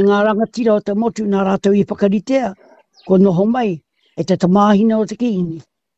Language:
Māori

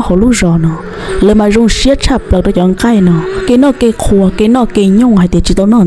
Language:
Hmong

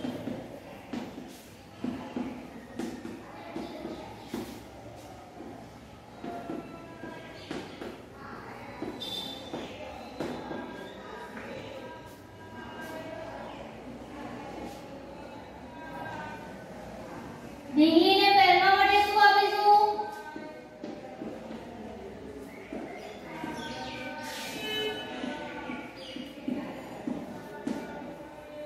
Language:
Gujarati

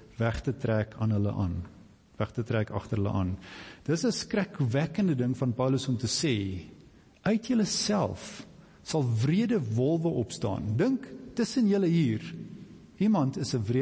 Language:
Afrikaans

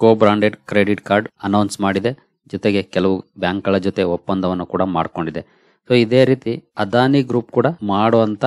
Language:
Kannada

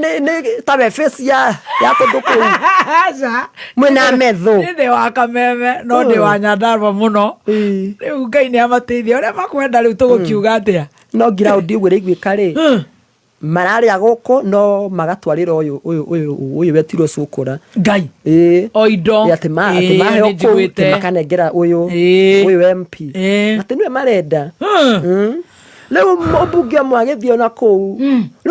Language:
Kikuyu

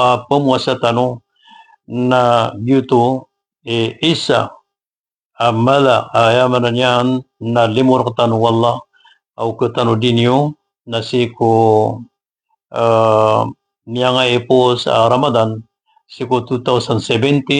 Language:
Maranao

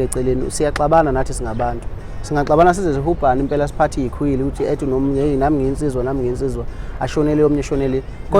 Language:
Zulu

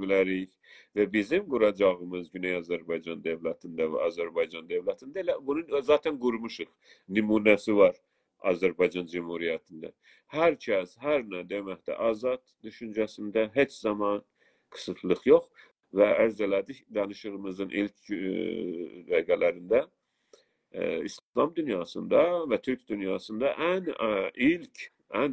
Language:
South Azerbaijani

